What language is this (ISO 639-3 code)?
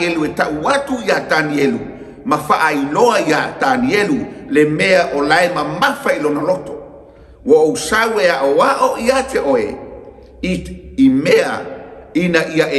smo